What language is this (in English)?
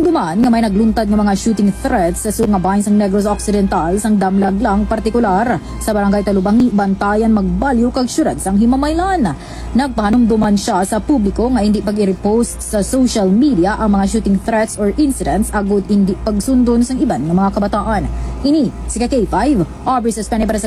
Hiligaynon